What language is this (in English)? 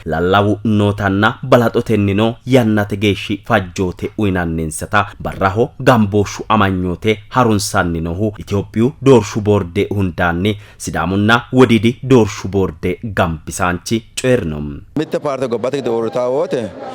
Sidamo